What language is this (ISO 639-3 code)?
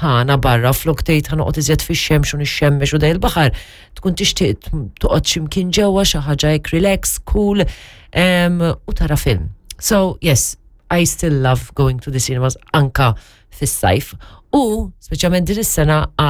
mlt